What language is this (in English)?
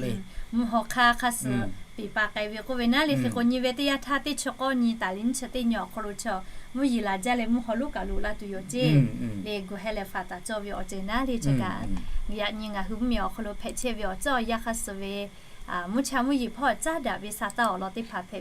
Lahu